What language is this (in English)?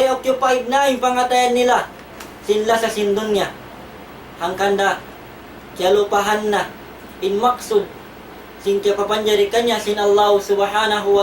Tausug